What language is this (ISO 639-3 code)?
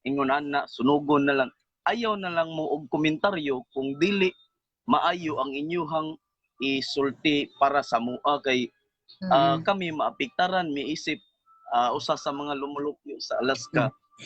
ceb